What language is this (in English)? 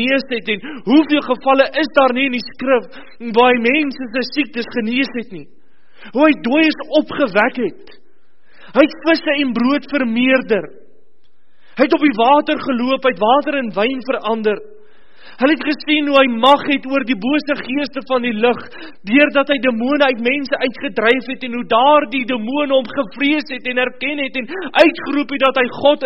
Afrikaans